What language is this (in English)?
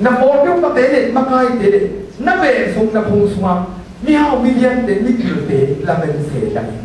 Tedim Chin